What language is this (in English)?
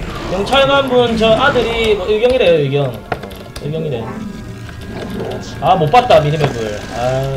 Korean